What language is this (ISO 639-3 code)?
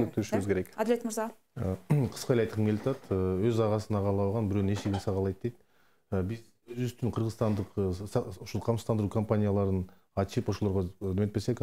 kir